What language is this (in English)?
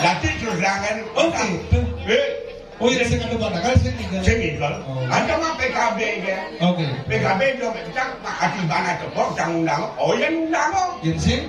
Balinese